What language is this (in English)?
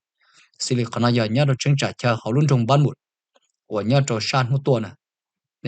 Hmong